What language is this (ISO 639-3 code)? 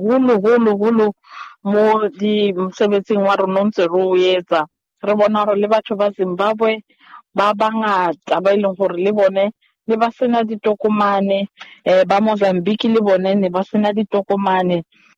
sot